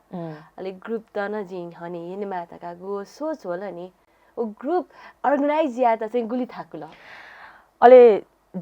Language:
Newari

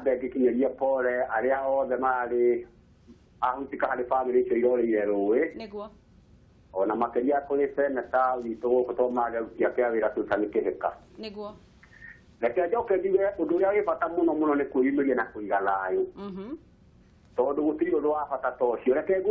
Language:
Kikuyu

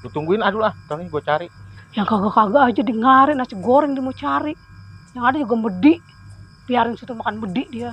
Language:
Betawi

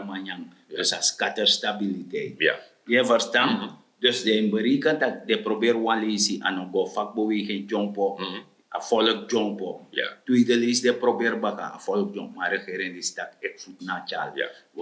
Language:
Sranan Tongo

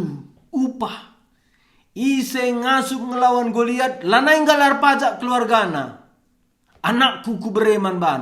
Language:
Batak Karo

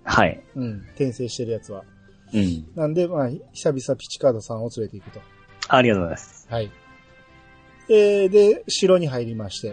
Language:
Japanese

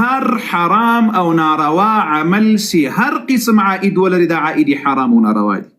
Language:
Pashto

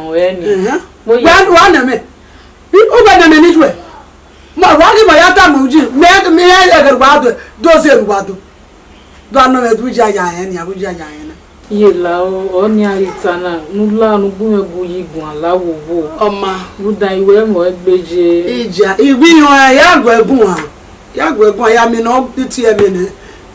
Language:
Bini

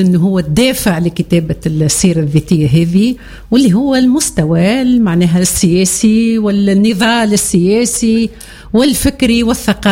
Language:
Tunisian Arabic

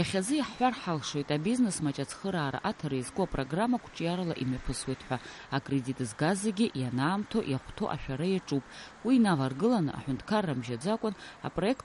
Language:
Abkhazian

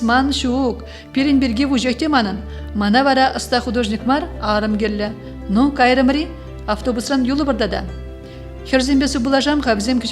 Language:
Chuvash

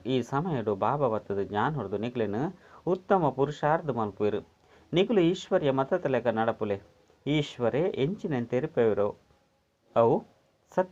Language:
Tulu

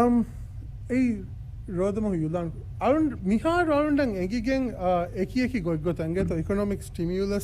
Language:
Divehi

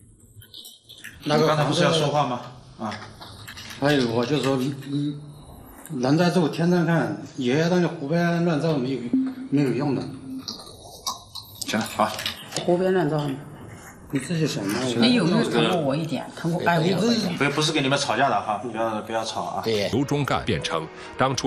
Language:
Chinese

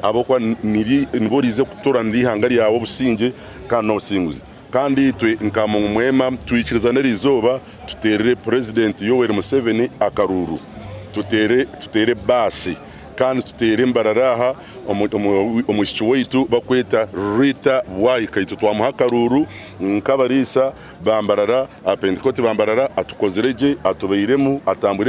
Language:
Nyankole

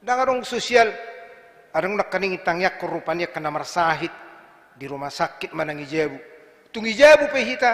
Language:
Batak Toba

